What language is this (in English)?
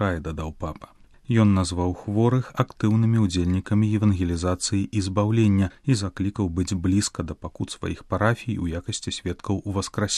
Belarusian